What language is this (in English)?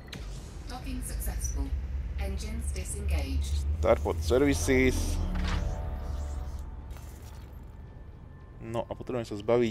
Slovak